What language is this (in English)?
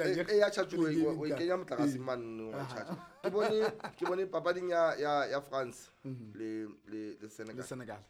Southern Sotho